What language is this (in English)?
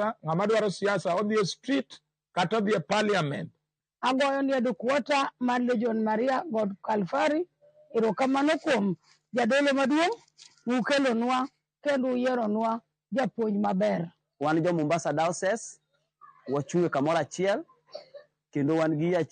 Luo (Kenya and Tanzania)